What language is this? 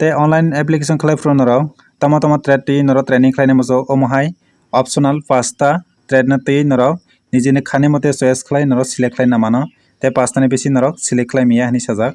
Kok Borok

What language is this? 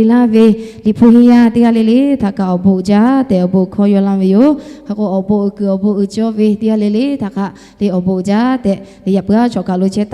Lahu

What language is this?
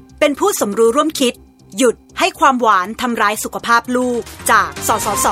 Thai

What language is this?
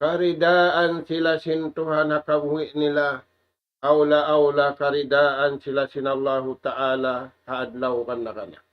Tausug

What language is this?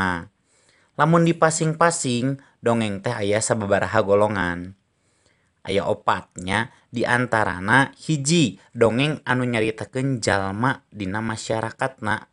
Sundanese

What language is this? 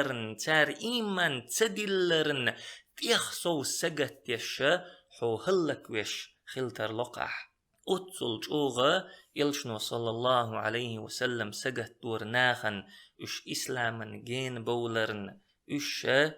Chechen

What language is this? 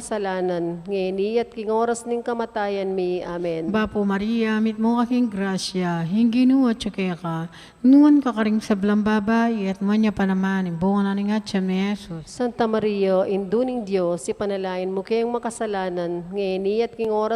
Pampanga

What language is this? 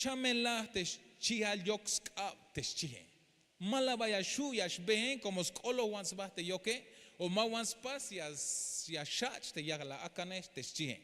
Tzeltal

